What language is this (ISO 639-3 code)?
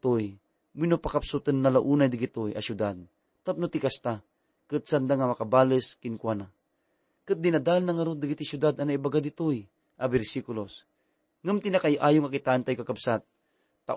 ilo